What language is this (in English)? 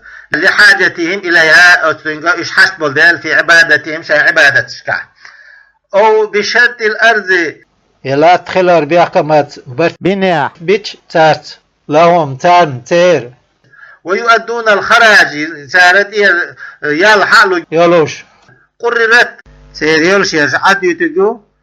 Chechen